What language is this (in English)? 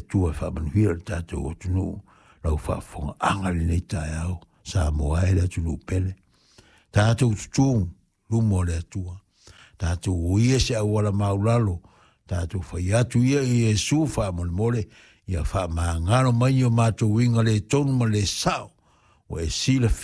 Samoan